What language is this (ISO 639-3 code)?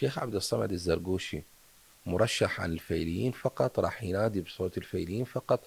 acm